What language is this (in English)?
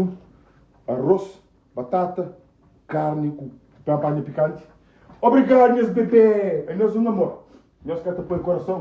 Kabuverdianu